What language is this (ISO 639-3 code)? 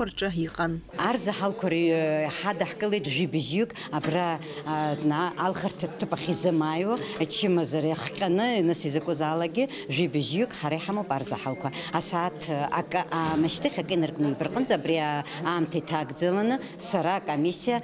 abk